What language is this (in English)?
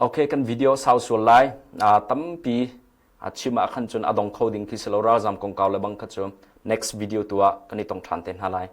Hakha Chin